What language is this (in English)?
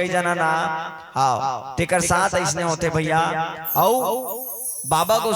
Chhattisgarhi